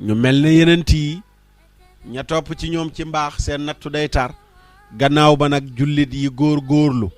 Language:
Wolof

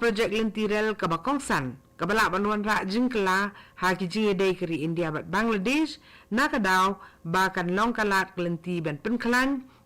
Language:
Khasi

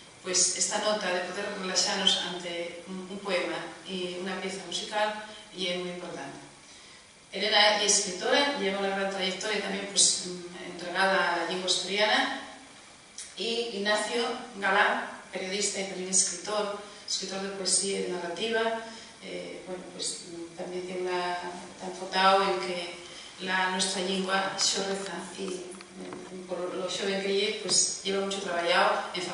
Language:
Asturian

